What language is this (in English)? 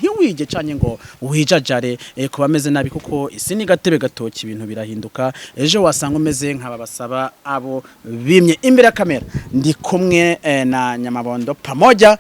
Kinyarwanda